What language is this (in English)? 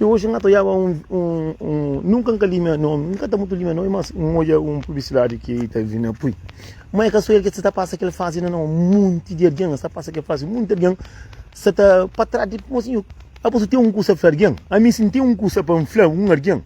Kabuverdianu